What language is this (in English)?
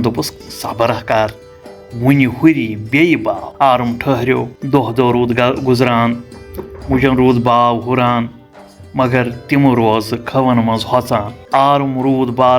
Kashmiri